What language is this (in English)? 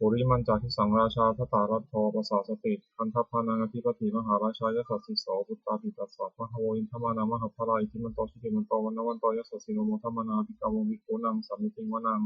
Pali